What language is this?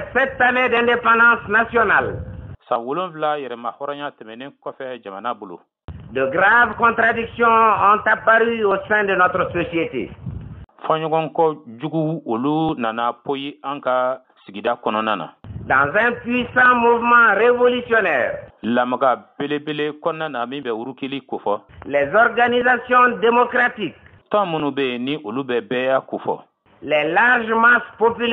Bambara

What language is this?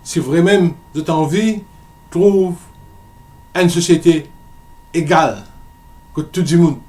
Morisyen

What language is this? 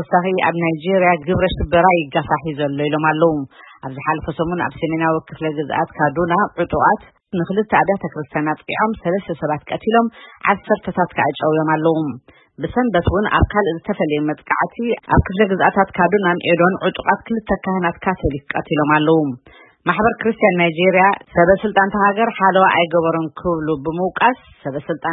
Tigrinya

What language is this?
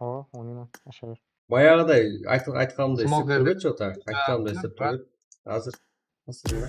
Kara-Kalpak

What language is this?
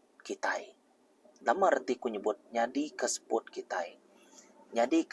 Iban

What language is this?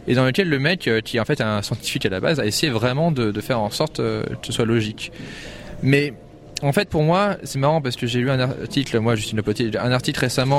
French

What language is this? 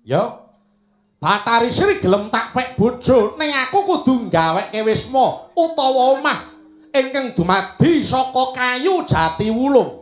Javanese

